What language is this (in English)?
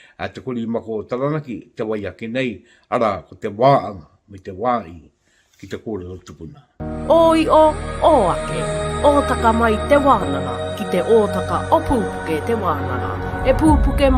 Māori